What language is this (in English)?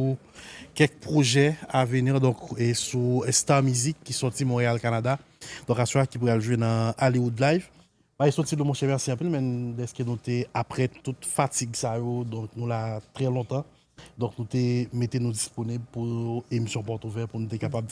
Haitian Creole